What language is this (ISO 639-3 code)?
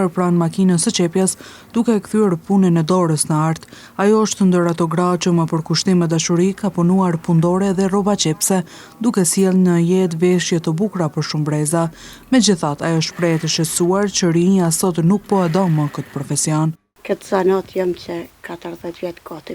sqi